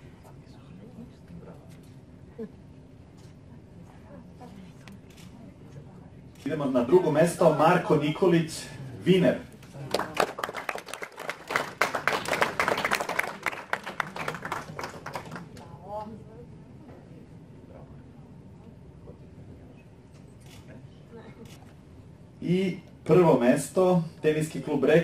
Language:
Serbian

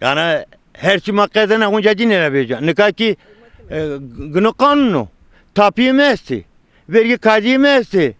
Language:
Zaza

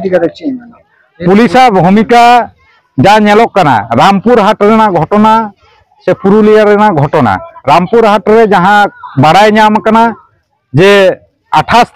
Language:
Santali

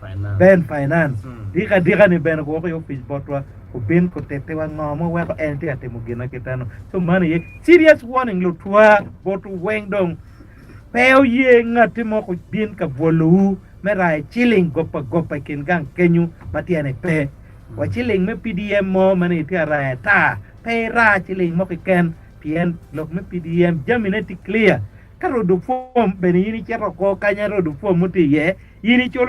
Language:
Acoli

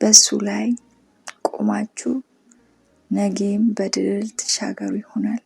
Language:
Amharic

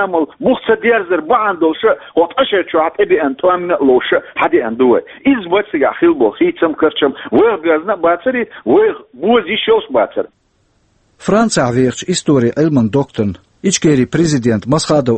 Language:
Chechen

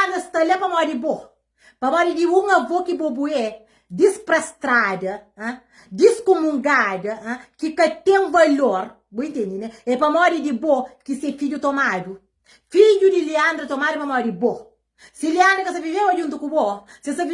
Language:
Kabuverdianu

